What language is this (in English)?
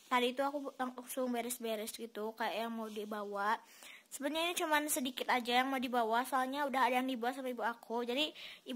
Indonesian